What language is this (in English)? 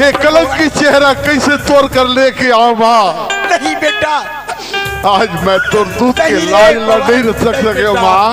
Chhattisgarhi